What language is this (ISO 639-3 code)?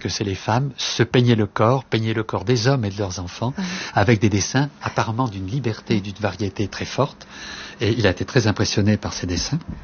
fra